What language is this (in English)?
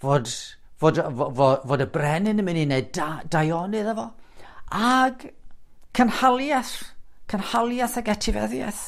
Welsh